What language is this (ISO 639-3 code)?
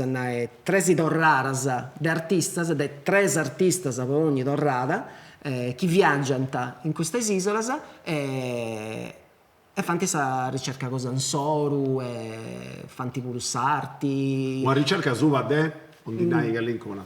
srd